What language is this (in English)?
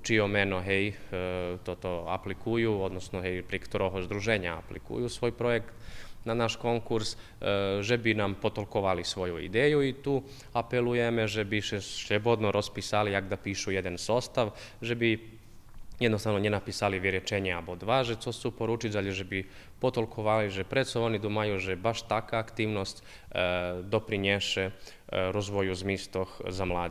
Rusyn